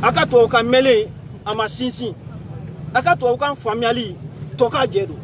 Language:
Bambara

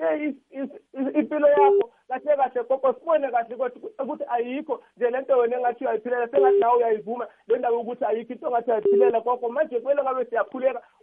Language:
South Ndebele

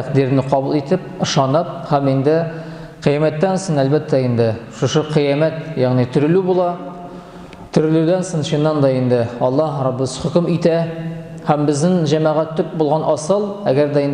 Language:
Tatar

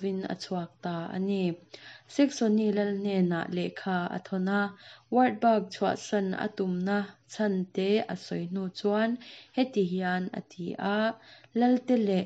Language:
Mizo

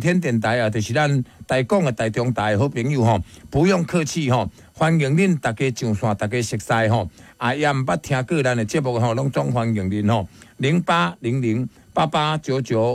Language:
Min Nan Chinese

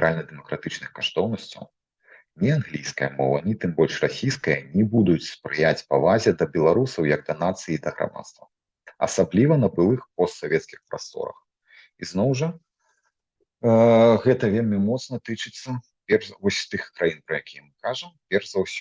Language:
Belarusian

